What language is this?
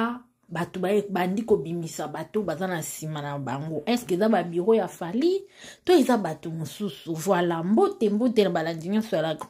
Lingala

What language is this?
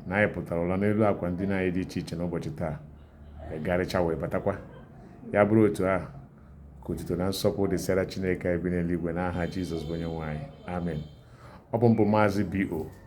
Igbo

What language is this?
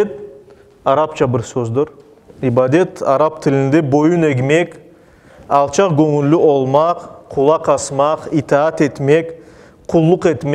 Crimean Tatar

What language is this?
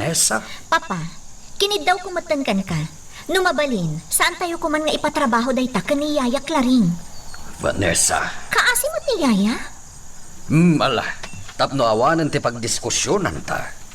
Iloko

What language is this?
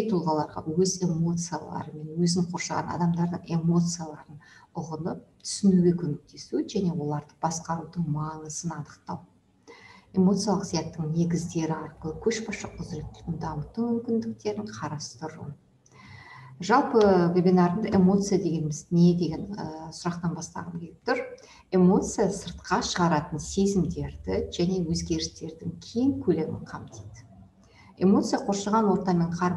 Kazakh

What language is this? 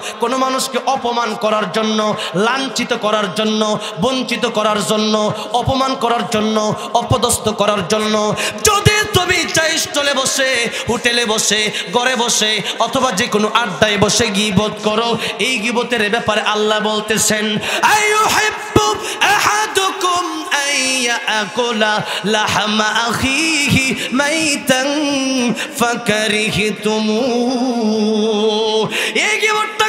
Bangla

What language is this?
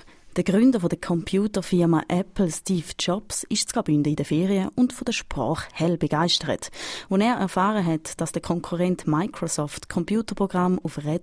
German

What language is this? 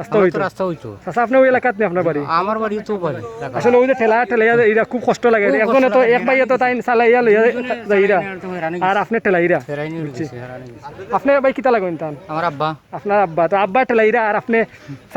Sylheti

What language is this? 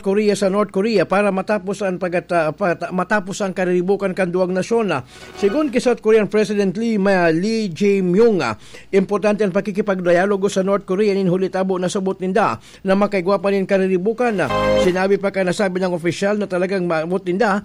Bikol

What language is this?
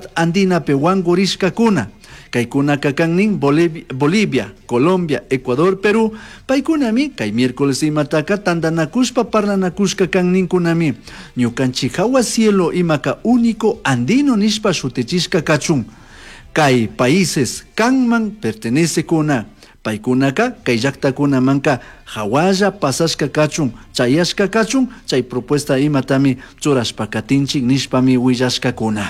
Chimborazo Highland Quichua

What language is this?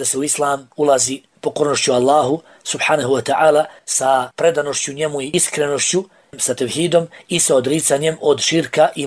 Bosnian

